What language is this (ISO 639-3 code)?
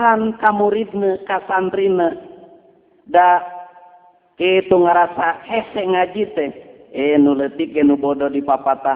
sun